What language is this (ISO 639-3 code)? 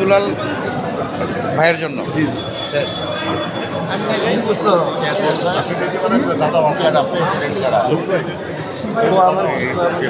ben